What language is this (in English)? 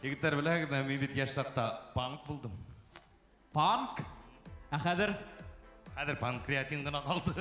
Bashkir